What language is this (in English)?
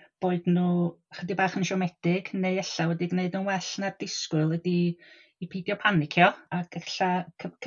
Welsh